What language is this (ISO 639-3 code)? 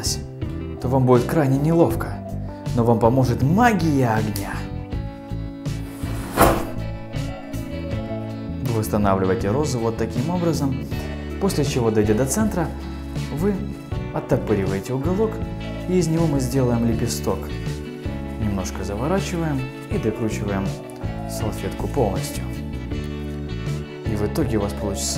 rus